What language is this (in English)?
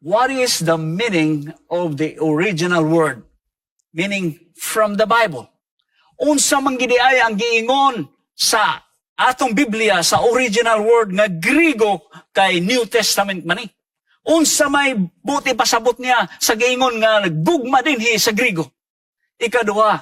Cebuano